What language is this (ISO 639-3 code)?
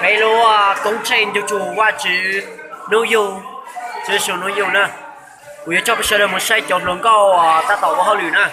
hmn